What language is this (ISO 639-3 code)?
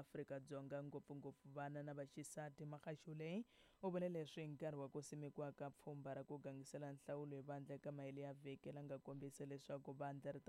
tso